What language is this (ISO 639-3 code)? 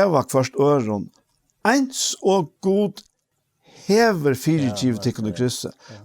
fao